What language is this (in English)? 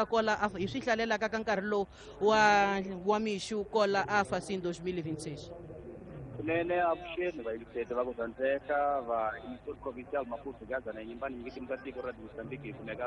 Tsonga